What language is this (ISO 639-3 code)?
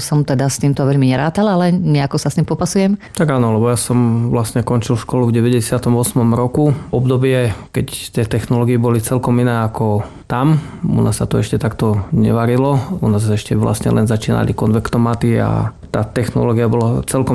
slk